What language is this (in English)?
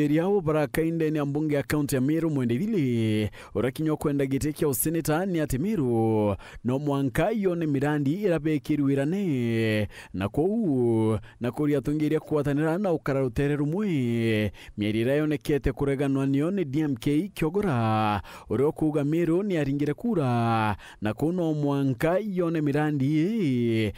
Meru